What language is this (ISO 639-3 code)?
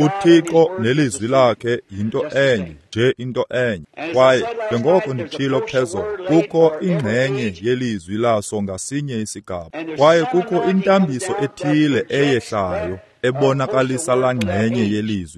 xho